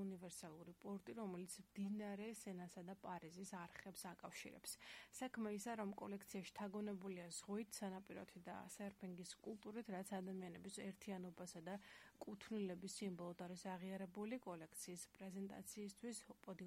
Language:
Georgian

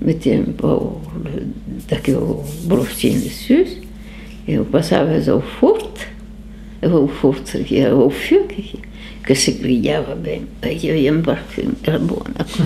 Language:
Occitan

